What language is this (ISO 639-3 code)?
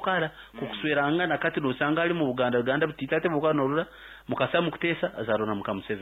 nyn